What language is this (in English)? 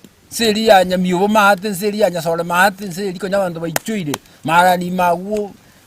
Gusii